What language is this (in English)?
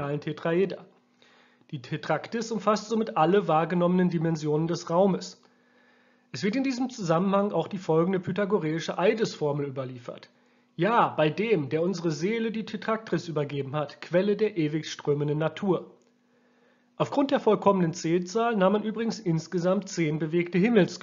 German